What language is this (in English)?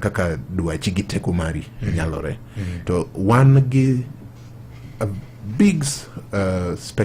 Luo (Kenya and Tanzania)